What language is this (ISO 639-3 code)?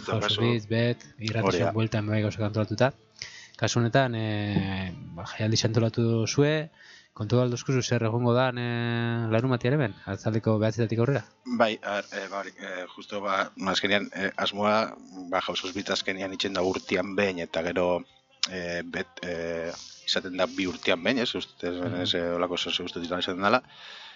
eus